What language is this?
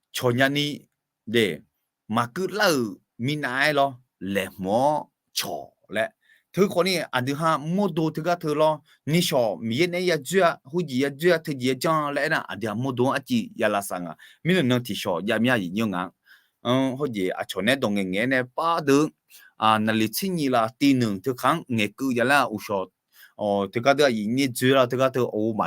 Akha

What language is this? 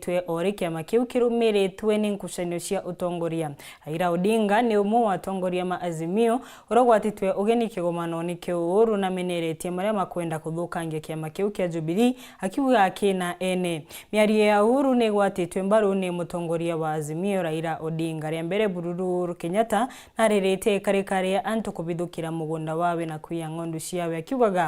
Meru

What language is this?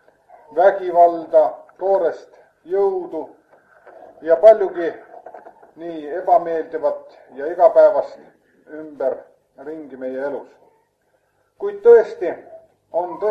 Estonian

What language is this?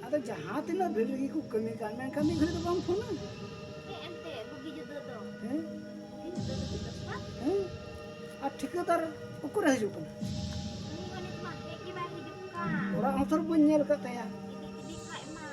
Santali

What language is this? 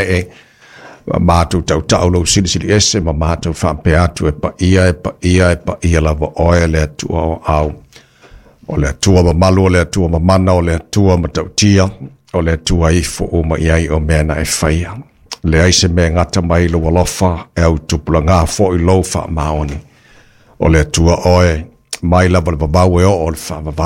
Samoan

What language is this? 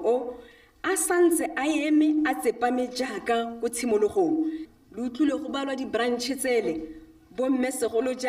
Tswana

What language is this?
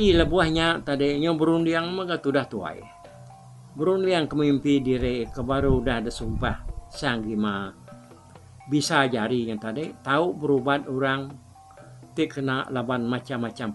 Iban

